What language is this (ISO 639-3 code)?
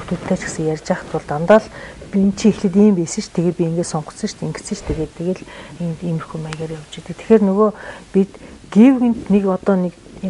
mon